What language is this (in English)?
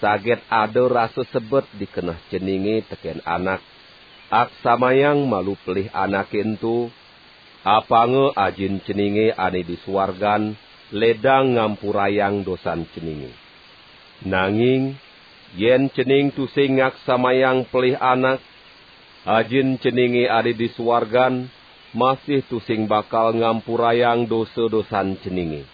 Balinese